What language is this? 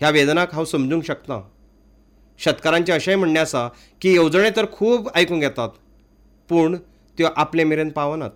Konkani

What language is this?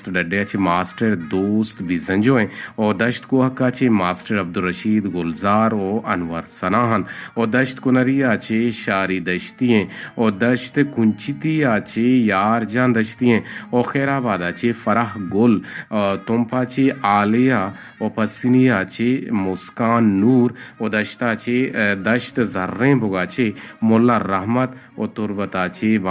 Eastern Balochi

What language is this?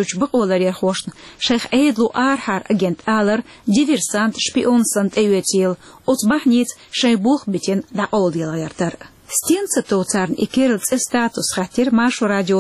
Chechen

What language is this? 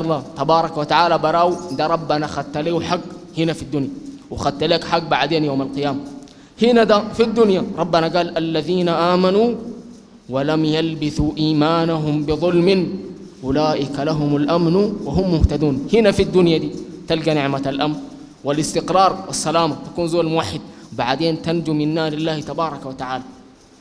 Sudanese Arabic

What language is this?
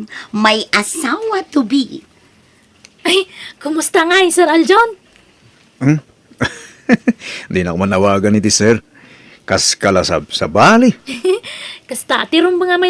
Iloko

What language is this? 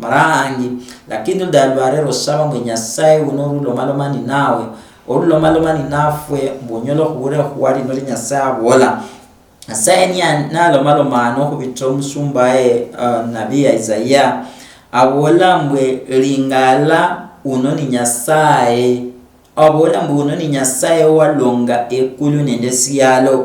Luyia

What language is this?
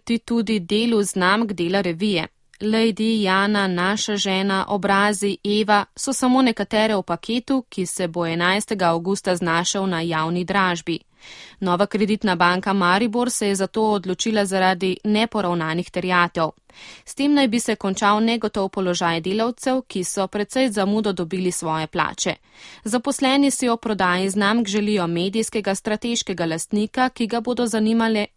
Slovenian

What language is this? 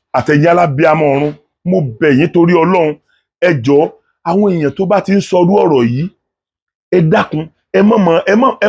Yoruba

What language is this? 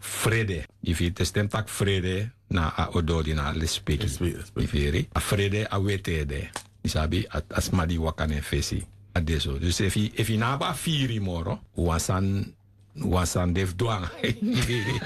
Sranan Tongo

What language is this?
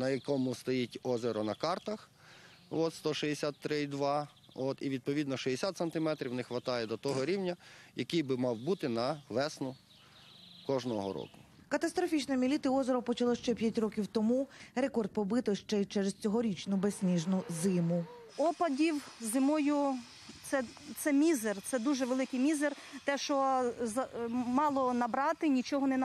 Ukrainian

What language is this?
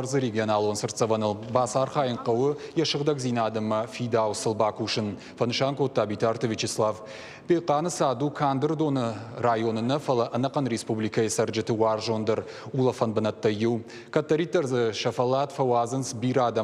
Ossetic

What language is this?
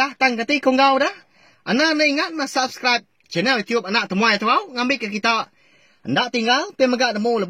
Iban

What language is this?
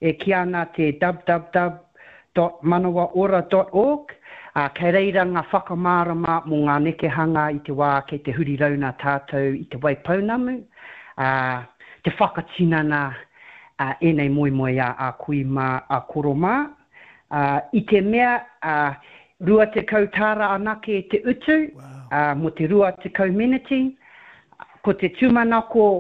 Māori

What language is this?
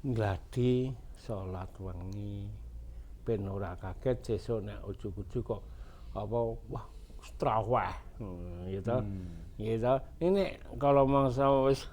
Javanese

